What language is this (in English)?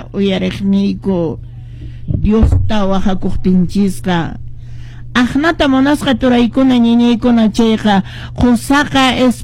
Quechua